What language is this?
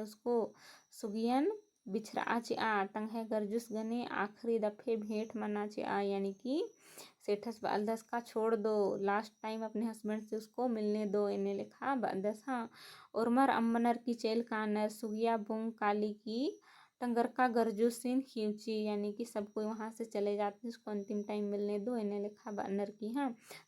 Kurukh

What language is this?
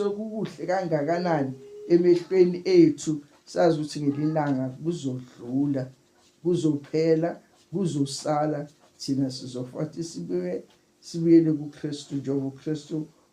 Zulu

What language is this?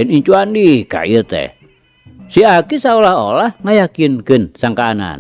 Sundanese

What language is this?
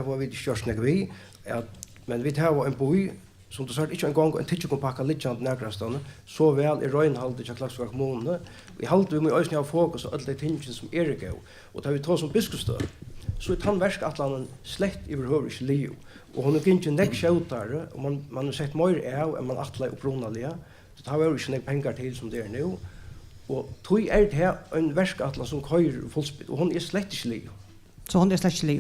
Faroese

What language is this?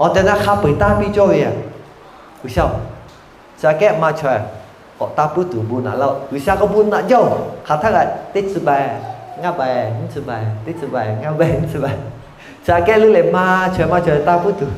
Lahu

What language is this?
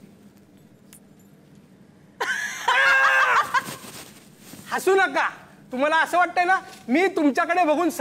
Marathi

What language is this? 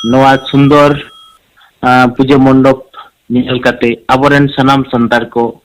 Santali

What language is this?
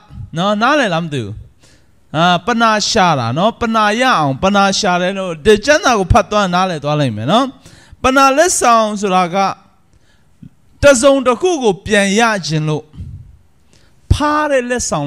Burmese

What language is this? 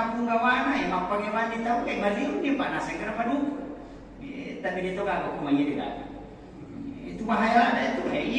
Buginese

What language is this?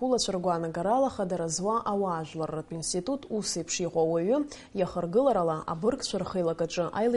Abkhazian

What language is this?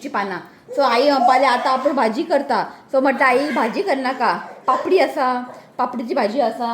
Konkani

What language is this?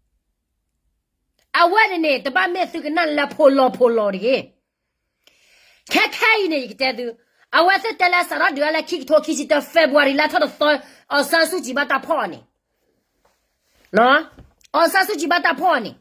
S'gaw Karen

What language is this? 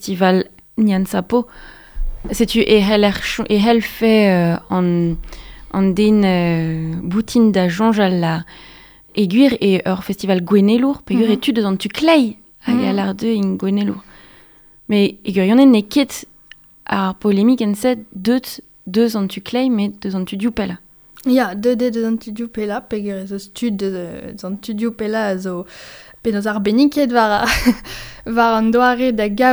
Breton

